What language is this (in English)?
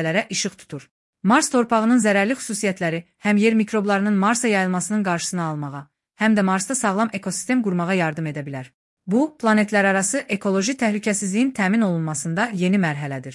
Azerbaijani